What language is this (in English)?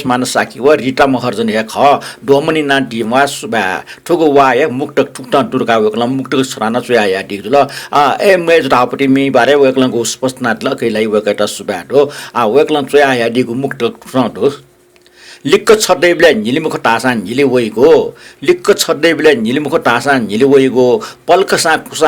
Newari